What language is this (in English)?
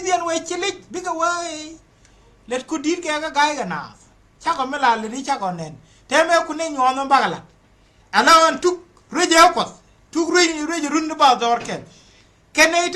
Nuer